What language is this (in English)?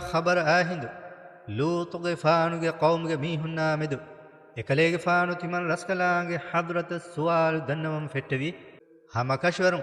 Divehi